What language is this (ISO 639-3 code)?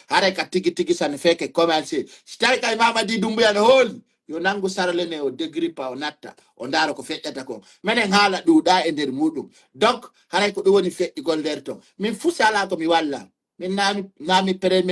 ful